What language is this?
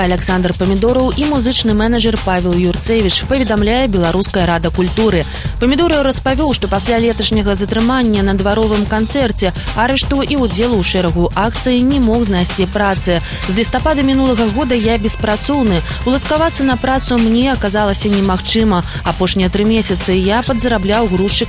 Belarusian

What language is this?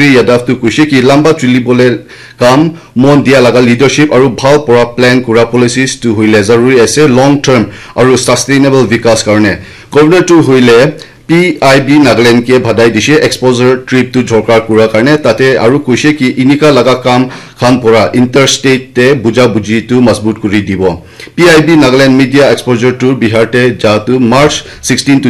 Naga Pidgin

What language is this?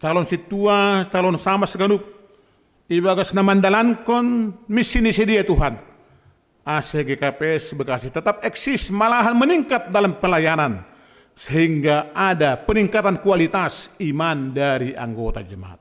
Batak Simalungun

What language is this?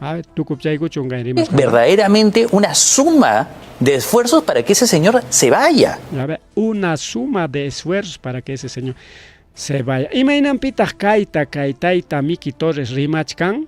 Ayacucho Quechua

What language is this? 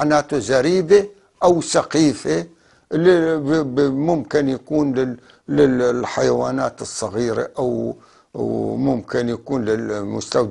North Levantine Arabic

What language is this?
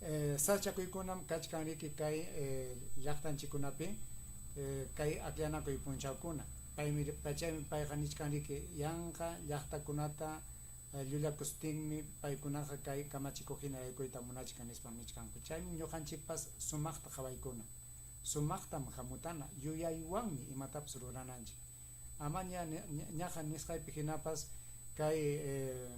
Ayacucho Quechua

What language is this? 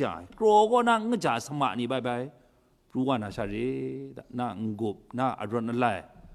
Kachin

